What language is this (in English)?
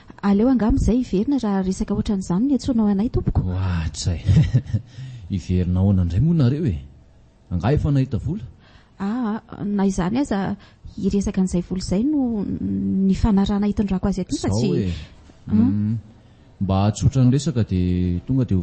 Malagasy